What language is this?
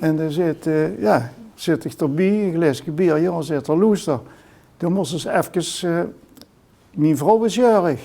Limburgish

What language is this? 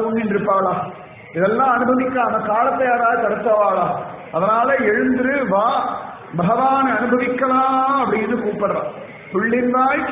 Tamil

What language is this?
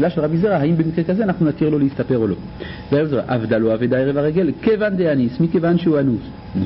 Hebrew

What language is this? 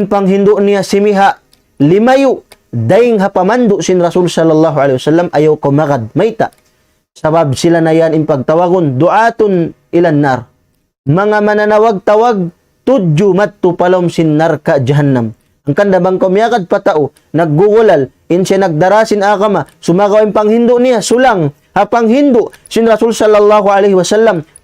Tausug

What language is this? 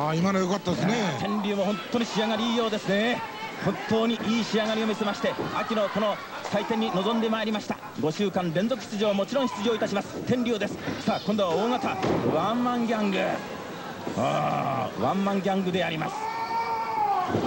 Japanese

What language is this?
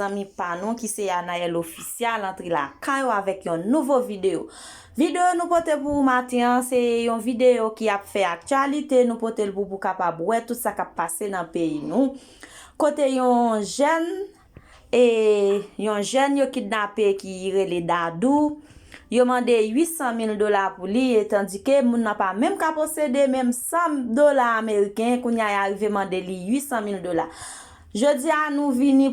Haitian Creole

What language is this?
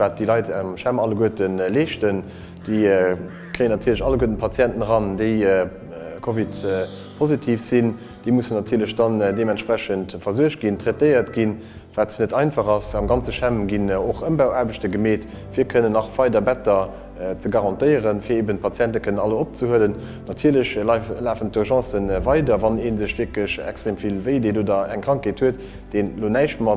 Luxembourgish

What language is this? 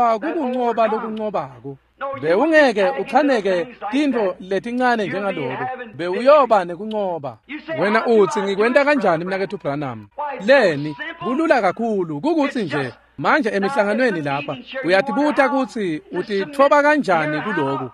Swati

